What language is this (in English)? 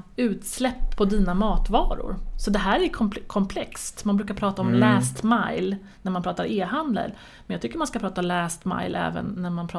Swedish